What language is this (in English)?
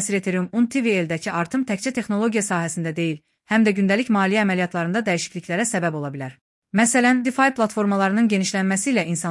Azerbaijani